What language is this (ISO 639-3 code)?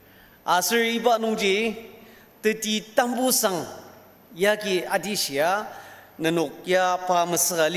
njo